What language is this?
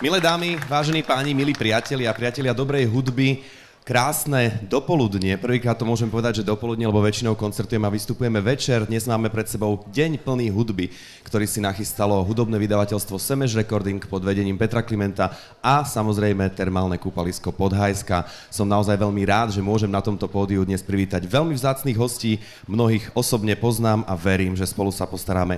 Slovak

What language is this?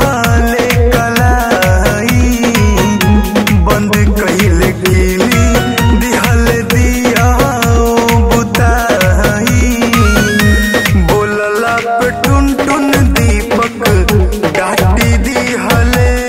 Bhojpuri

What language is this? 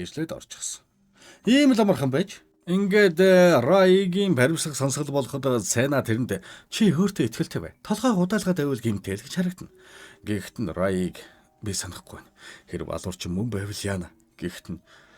Mongolian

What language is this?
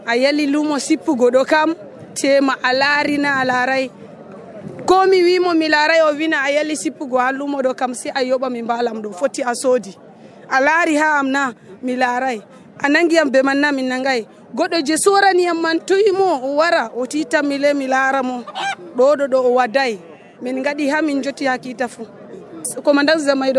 Nigerian Fulfulde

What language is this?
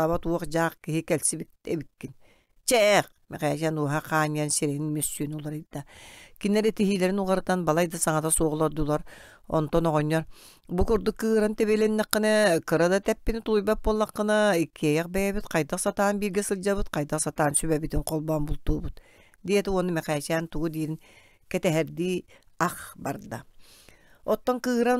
Yakut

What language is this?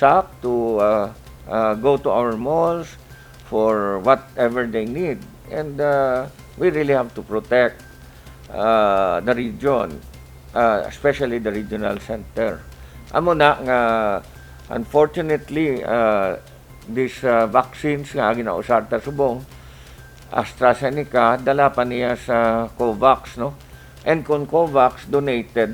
Hiligaynon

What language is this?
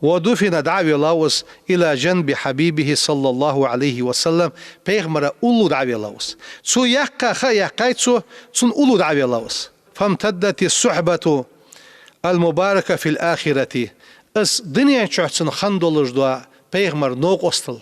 Ingush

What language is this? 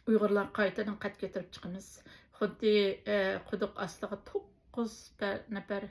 Uyghur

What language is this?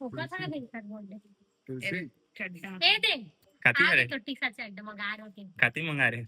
Chhattisgarhi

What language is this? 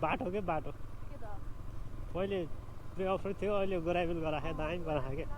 Nepali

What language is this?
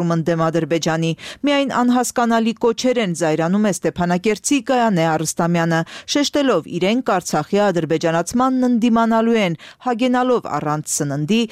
Armenian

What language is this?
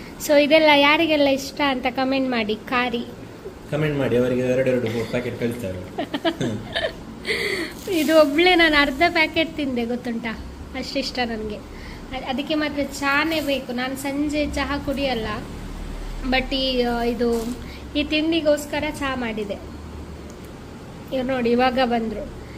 Kannada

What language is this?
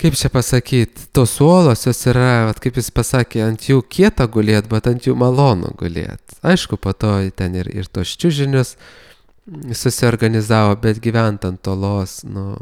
Lithuanian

